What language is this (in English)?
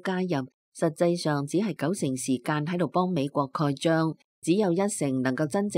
Cantonese